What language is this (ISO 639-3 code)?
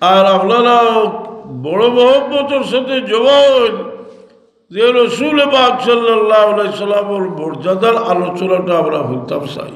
syl